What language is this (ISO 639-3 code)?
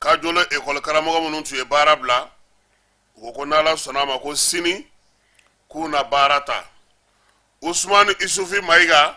bam